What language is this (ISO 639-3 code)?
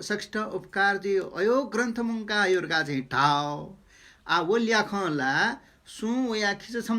new